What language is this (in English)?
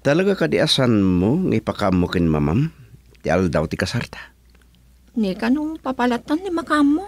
Iloko